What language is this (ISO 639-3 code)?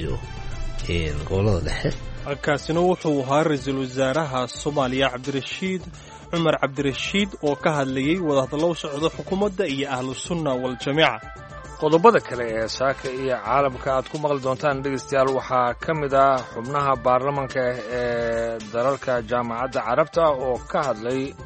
som